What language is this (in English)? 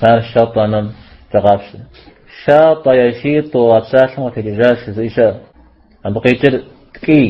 Kabardian